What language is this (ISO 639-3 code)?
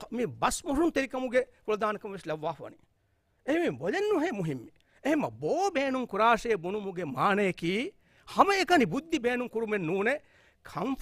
div